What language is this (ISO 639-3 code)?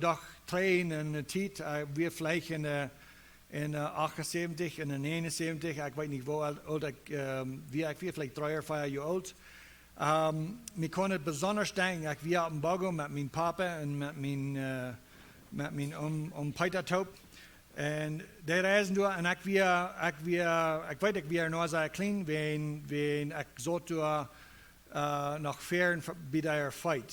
pdt